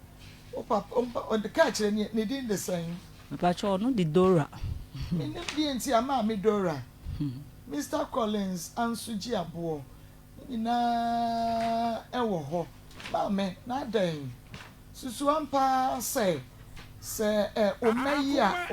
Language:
Akan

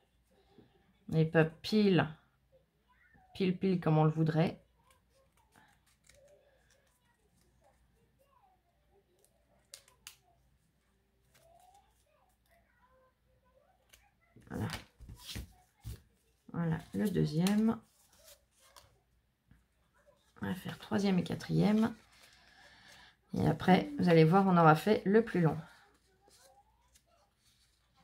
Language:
French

